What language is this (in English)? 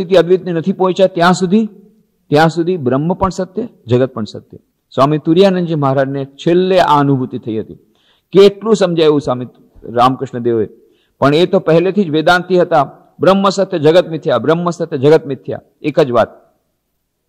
Gujarati